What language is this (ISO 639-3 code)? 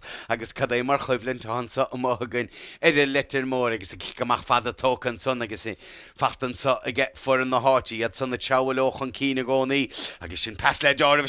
gle